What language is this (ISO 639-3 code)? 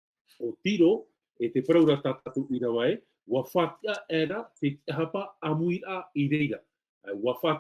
tah